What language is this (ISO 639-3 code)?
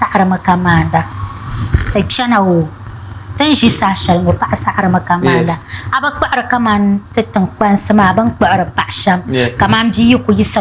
dag